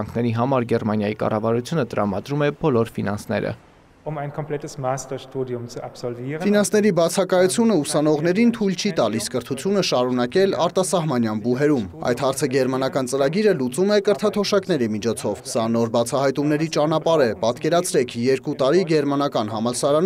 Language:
Armenian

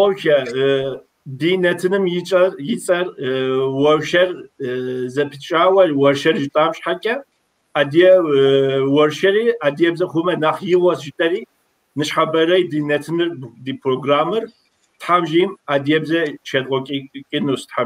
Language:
Kabardian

